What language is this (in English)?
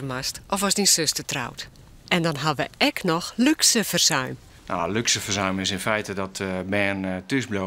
Western Frisian